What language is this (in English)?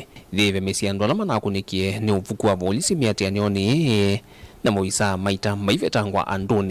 Kamba